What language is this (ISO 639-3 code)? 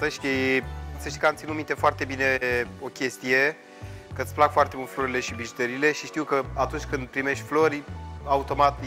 ron